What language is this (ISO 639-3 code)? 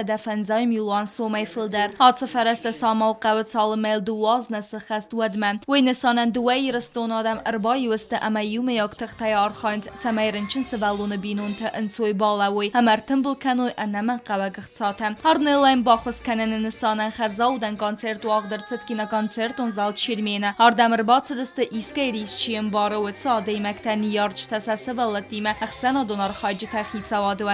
oss